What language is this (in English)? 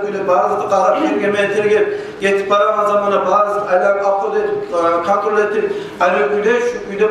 Kumyk